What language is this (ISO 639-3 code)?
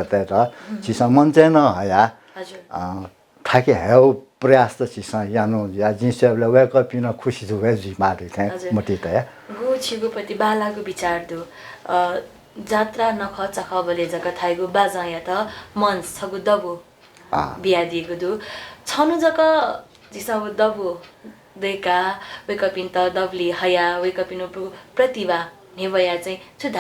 new